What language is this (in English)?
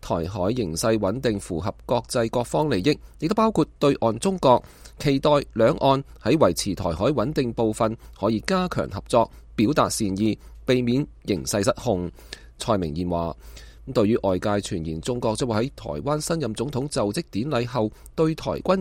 Cantonese